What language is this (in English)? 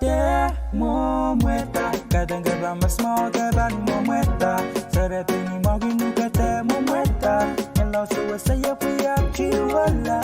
Pohnpeian